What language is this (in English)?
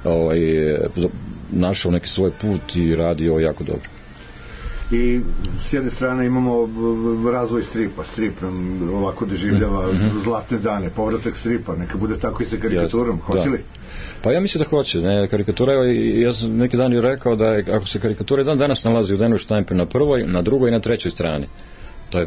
Serbian